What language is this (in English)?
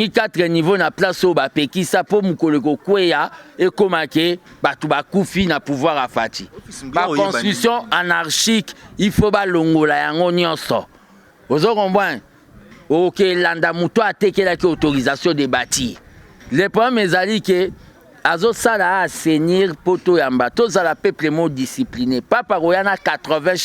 Lingala